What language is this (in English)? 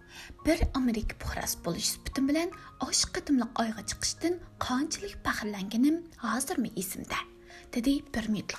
Uyghur